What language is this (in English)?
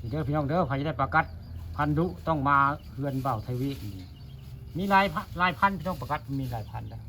Northeastern Thai